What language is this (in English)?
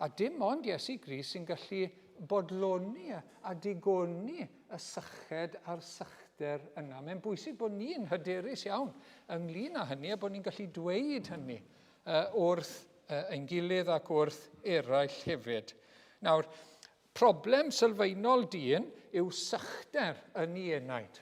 Welsh